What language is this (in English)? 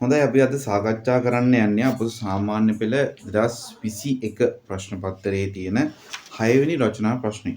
Sinhala